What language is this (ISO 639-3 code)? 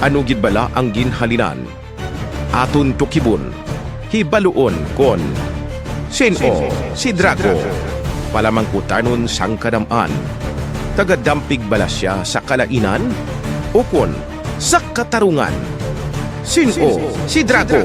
hil